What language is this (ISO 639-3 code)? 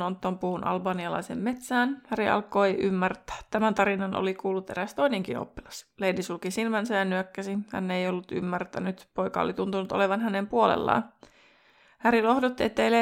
fin